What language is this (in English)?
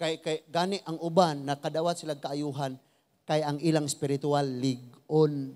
Cebuano